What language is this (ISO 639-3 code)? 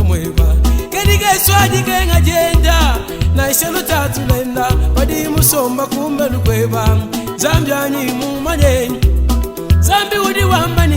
lua